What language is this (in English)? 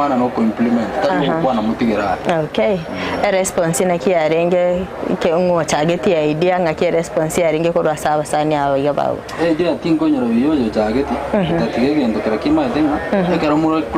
Gusii